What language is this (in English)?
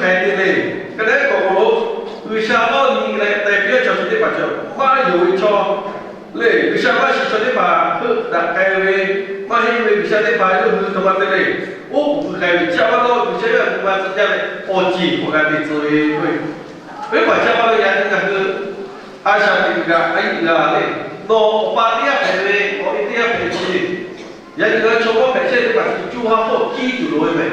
Lahu